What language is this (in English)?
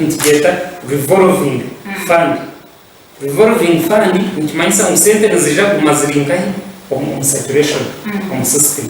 Nyankole